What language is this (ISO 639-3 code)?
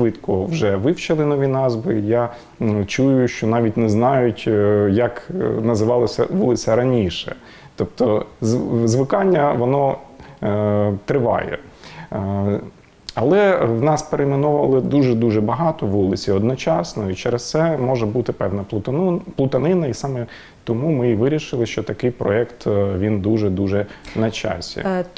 ukr